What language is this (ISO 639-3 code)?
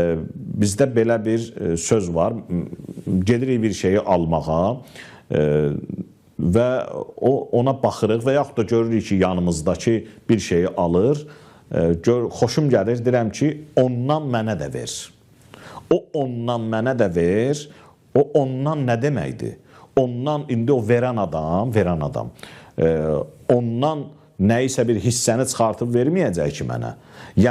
aze